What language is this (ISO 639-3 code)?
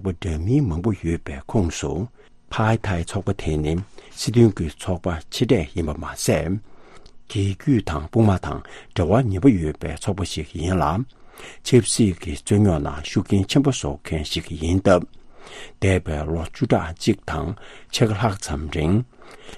bod